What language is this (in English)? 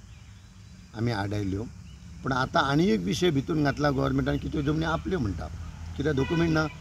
Konkani